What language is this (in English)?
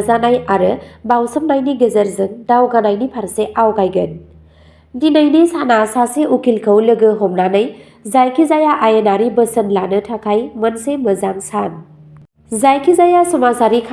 Bodo